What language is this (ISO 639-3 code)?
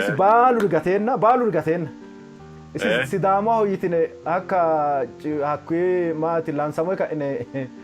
sid